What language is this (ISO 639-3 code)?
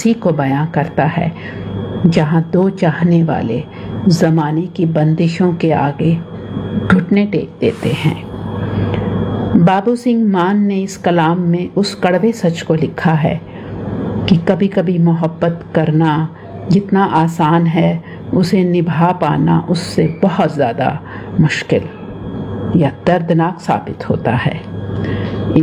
urd